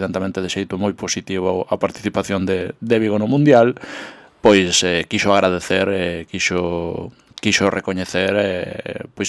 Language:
Galician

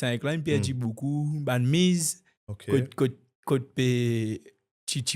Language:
Morisyen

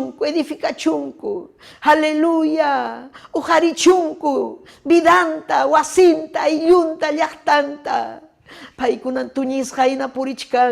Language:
Ayacucho Quechua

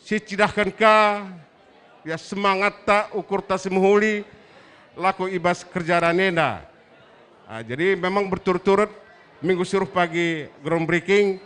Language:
Batak Karo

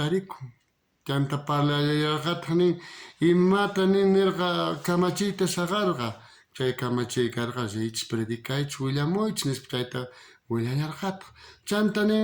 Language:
South Bolivian Quechua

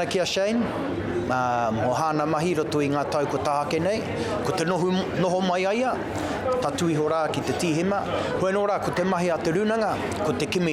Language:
Māori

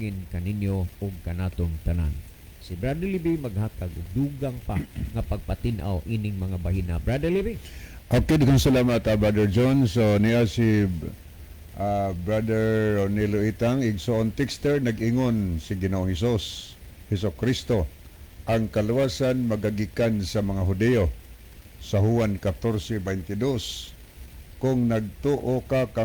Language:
Cebuano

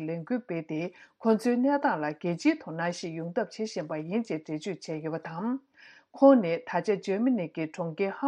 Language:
Tibetan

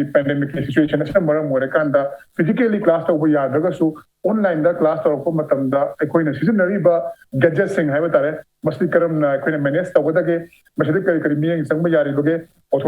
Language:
Manipuri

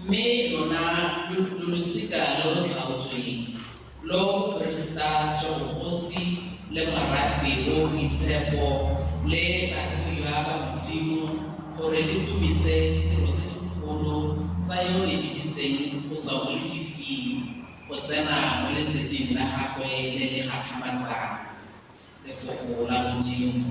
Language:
Tswana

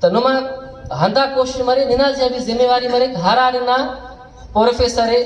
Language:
Brahui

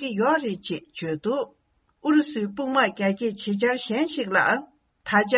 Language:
Tibetan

